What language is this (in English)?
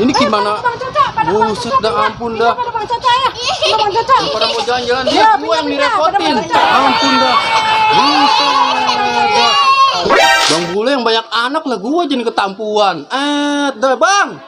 Betawi